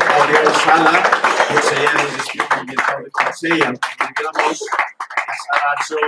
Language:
Occitan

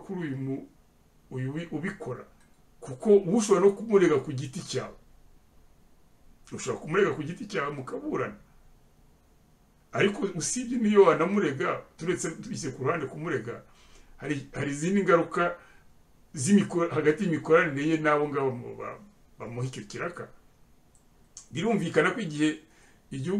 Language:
Kinyarwanda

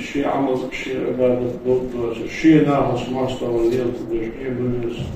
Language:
Ingush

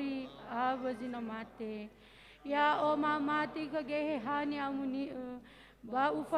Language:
Nias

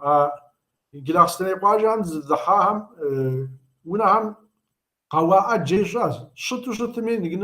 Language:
Kabardian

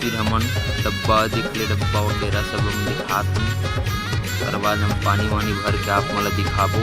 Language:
Chhattisgarhi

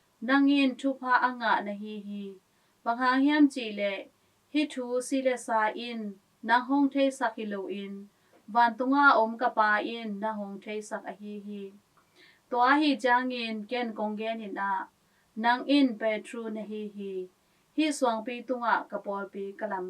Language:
Tedim Chin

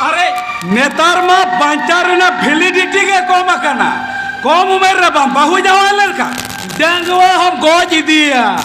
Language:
Santali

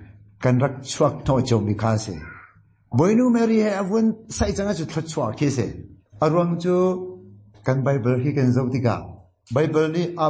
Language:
Hakha Chin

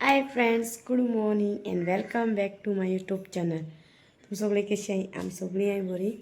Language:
Konkani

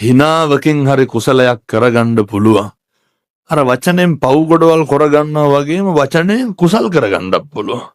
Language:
Sinhala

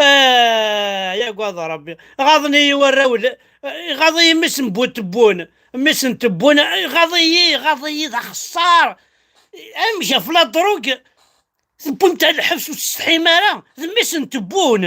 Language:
Kabyle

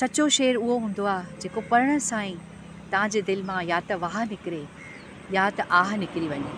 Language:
Sindhi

